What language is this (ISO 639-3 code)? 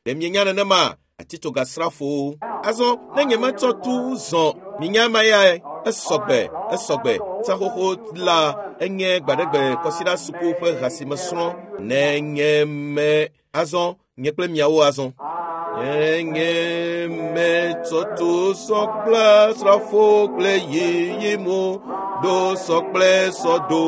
ewe